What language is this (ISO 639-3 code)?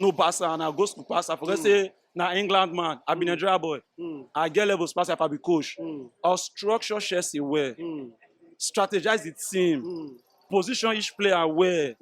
pcm